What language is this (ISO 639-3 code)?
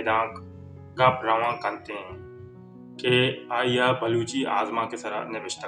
bal